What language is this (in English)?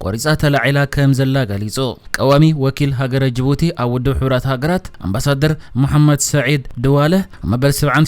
Tigrinya